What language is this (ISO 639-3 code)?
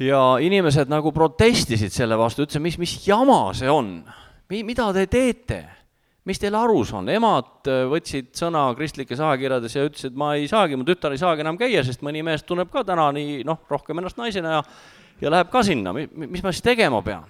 est